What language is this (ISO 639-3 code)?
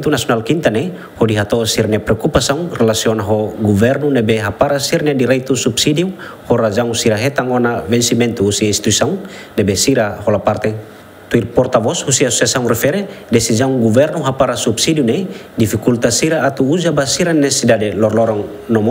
tet